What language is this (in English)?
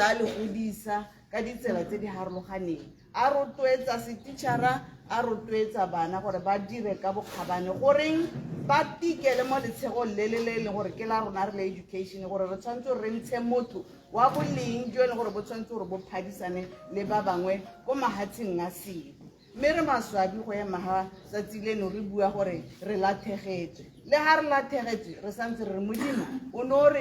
Tswana